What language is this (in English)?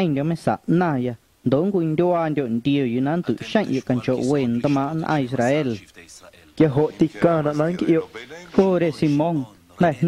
Guerrero Amuzgo